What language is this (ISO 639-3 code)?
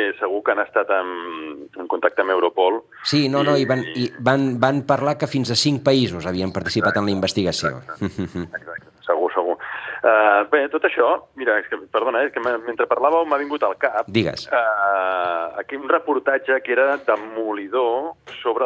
cat